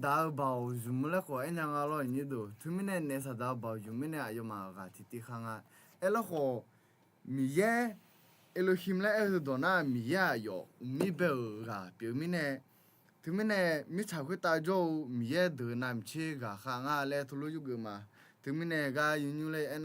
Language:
Akha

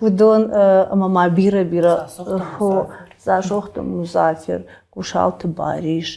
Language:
Ossetic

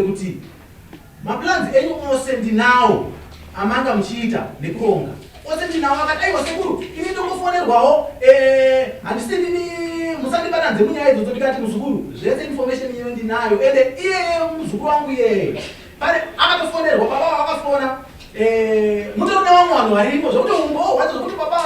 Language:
Shona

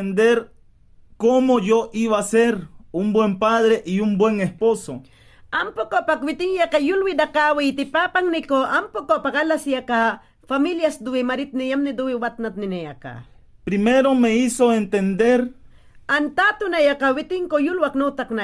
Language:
Mayangna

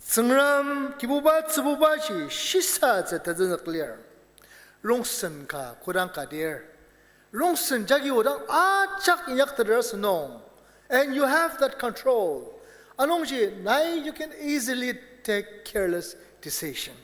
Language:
Ao Naga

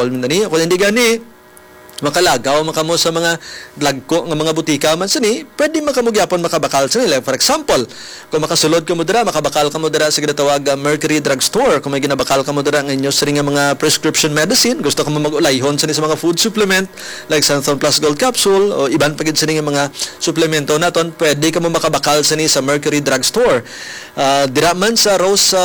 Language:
Hiligaynon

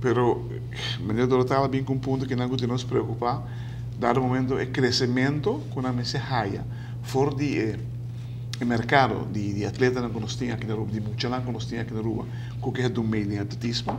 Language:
Papiamento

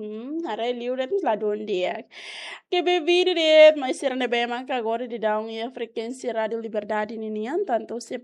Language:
Tetum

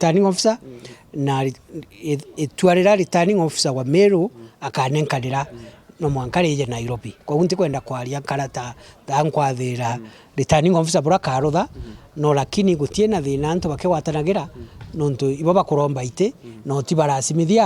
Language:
Meru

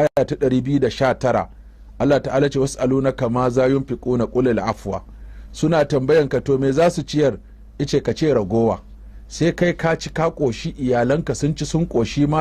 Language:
Hausa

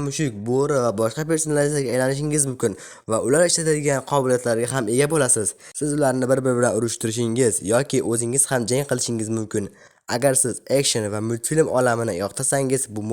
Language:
Uzbek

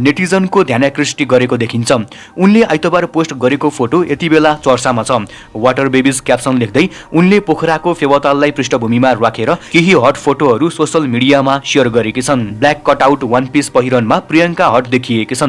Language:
Nepali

